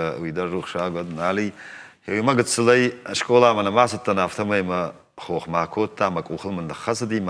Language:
Ossetic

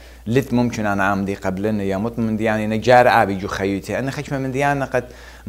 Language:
Assyrian Neo-Aramaic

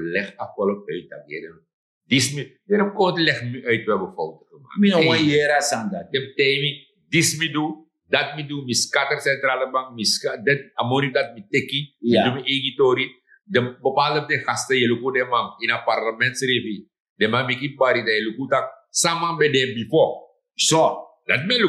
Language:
Sranan Tongo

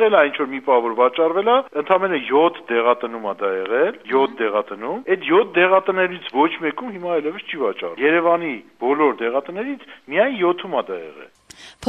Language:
Armenian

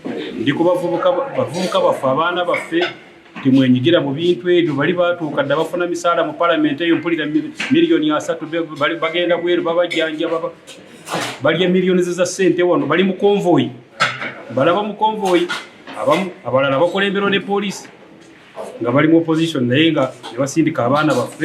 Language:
Ganda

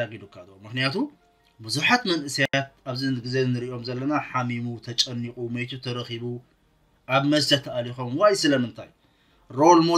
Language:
Tigrinya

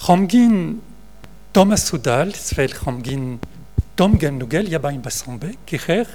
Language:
Breton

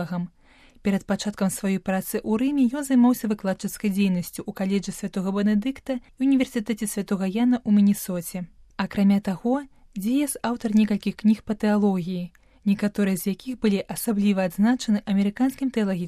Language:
Belarusian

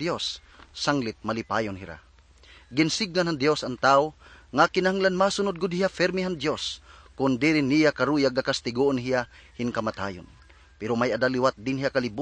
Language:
Waray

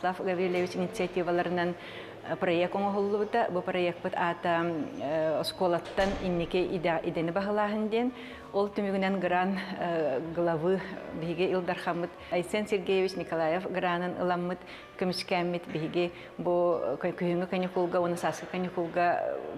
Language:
Yakut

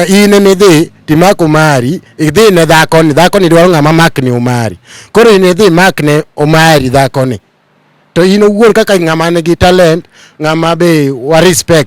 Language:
Luo (Kenya and Tanzania)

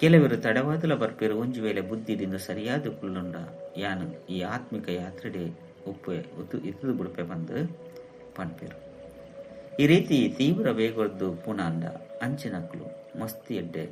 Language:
Tulu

